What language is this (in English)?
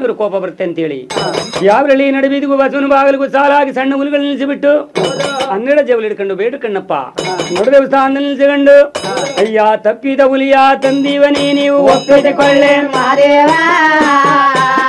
Kannada